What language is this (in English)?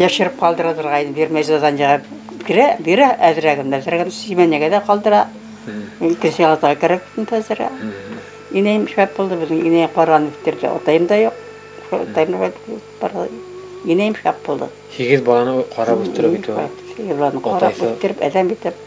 Bashkir